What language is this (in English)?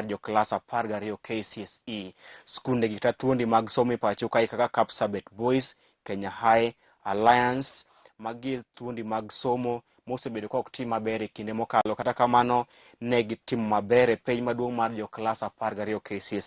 Luo (Kenya and Tanzania)